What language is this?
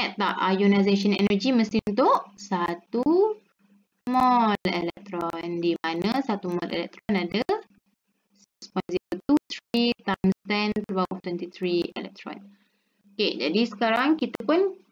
Malay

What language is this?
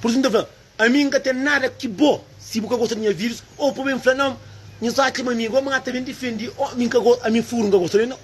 Kabuverdianu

